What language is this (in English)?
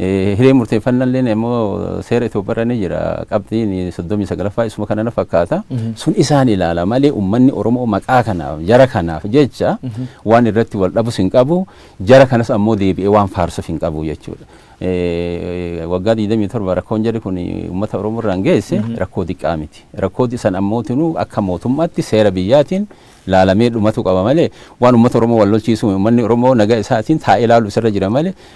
Oromo